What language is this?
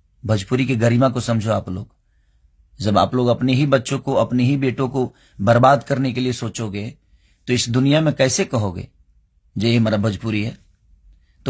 Bhojpuri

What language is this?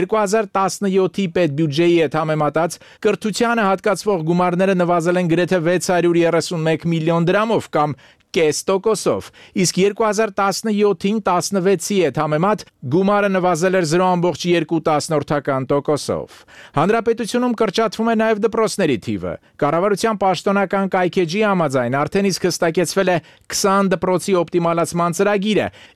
Armenian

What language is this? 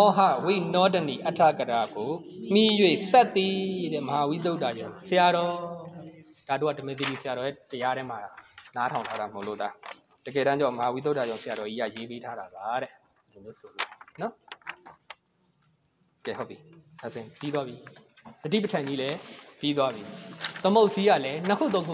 Burmese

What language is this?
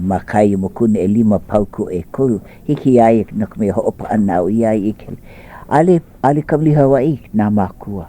Hawaiian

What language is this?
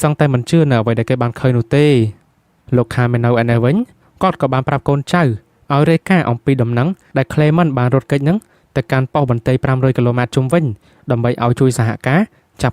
Khmer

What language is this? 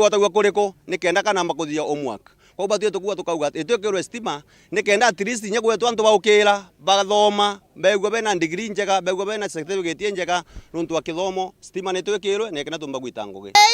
Meru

